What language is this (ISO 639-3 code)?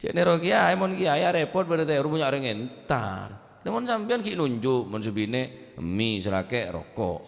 mad